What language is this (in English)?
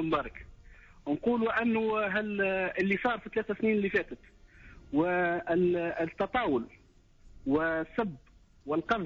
Tunisian Arabic